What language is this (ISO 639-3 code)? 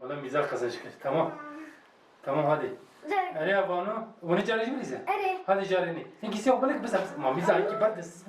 kur